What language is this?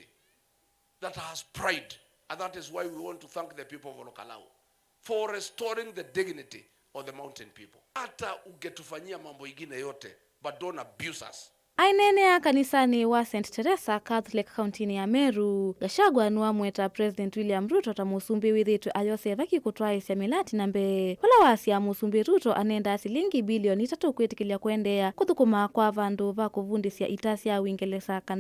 Kamba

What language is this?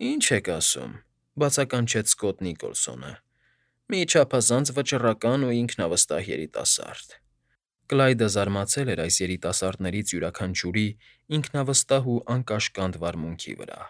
Armenian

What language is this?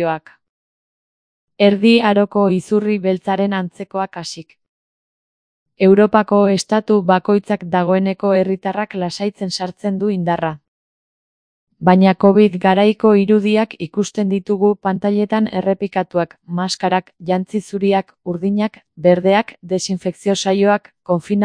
Basque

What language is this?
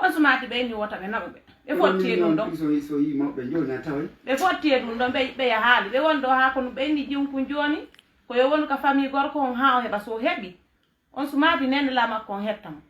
Fula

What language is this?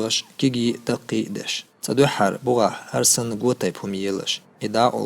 Chechen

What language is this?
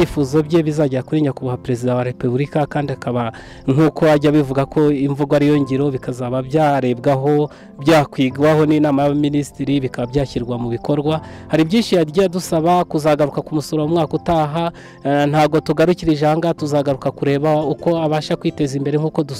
Kinyarwanda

